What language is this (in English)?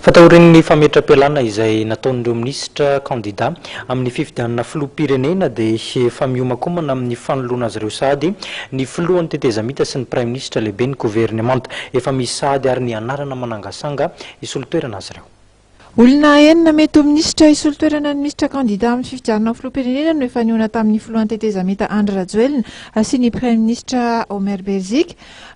Malagasy